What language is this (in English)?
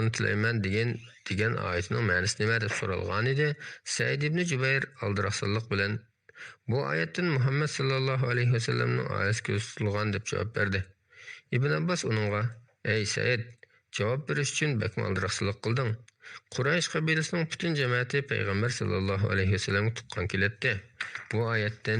Uyghur